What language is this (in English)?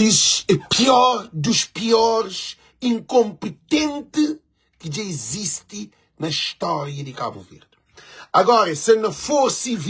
Kabuverdianu